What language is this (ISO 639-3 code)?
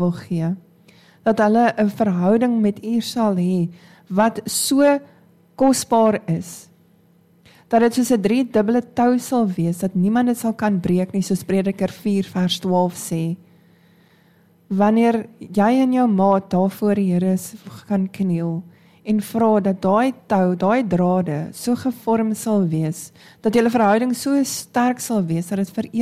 afr